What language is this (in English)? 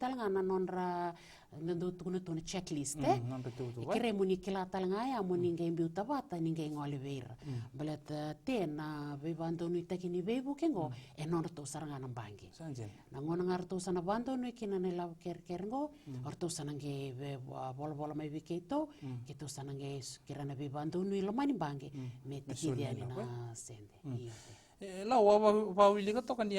Fijian